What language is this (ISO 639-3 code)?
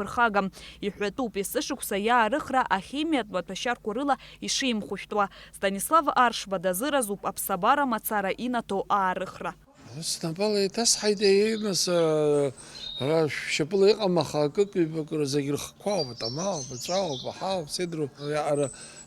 abk